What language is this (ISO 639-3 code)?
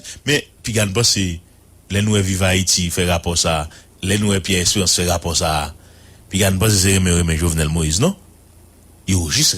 hat